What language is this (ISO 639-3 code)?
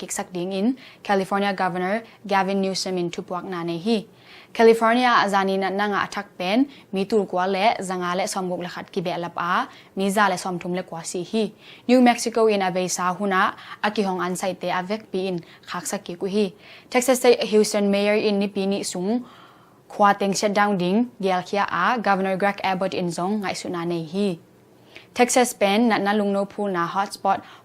ctd